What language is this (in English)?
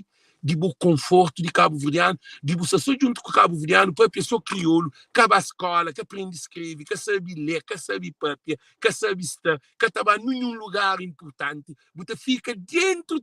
Kabuverdianu